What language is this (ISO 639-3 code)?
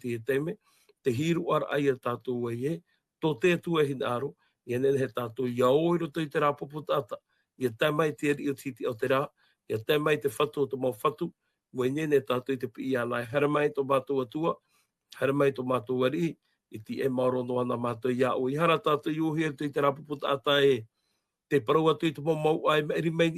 tah